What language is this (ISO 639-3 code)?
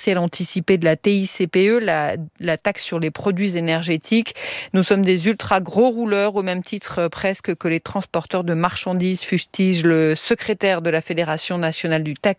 fra